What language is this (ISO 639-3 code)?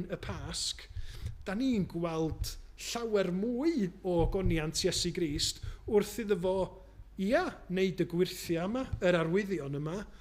cym